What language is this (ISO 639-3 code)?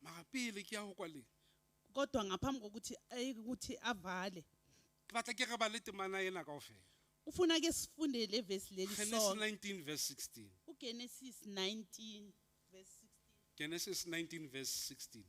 sot